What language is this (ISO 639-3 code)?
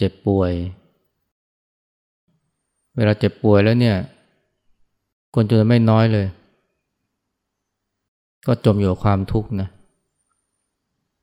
tha